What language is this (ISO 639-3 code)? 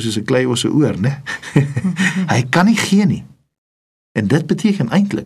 afr